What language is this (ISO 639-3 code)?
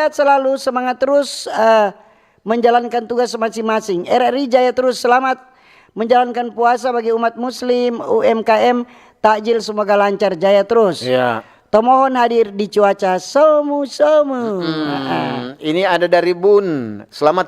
xmm